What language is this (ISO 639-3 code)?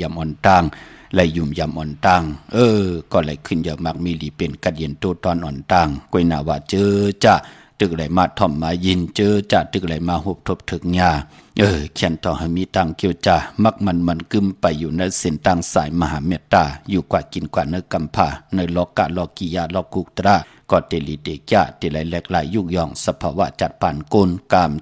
shn